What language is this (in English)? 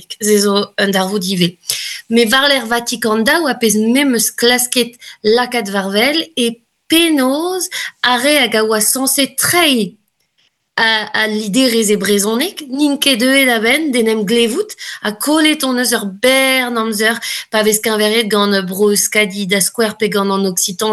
Breton